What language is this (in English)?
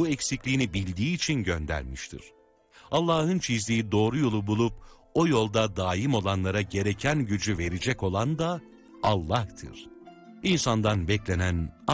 Turkish